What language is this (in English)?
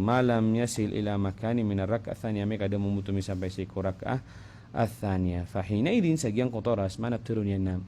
Maranao